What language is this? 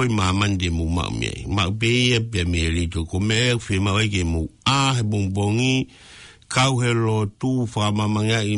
Tongan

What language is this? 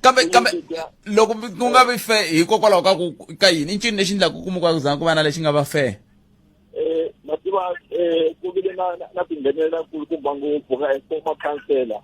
Tsonga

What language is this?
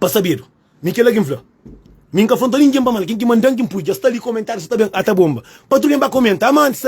Kabuverdianu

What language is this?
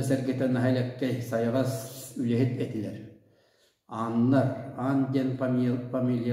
Yakut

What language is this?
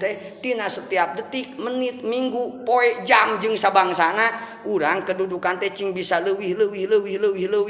Sundanese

